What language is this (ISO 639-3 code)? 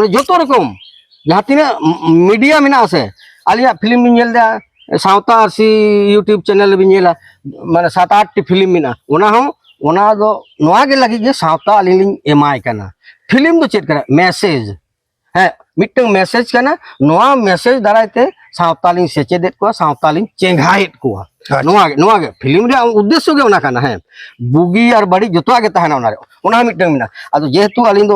sat